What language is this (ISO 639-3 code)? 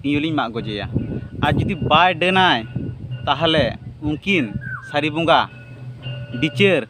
sat